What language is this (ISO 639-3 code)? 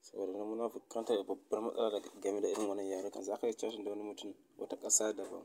hau